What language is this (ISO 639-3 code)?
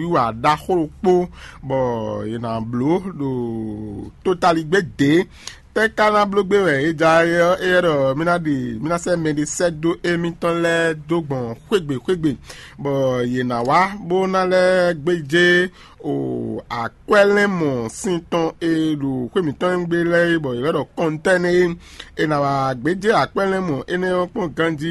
fon